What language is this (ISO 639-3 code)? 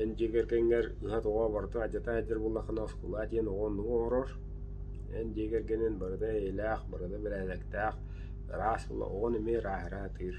sah